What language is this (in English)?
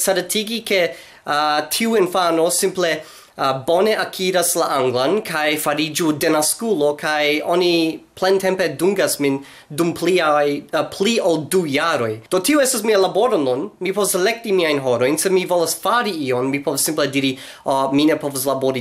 Esperanto